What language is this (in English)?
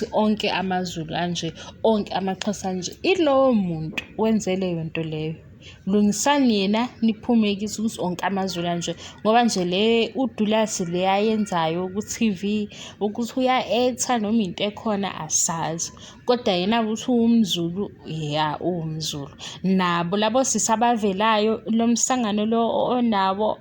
Zulu